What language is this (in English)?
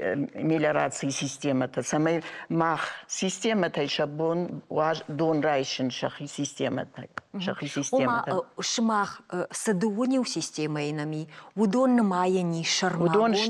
Ossetic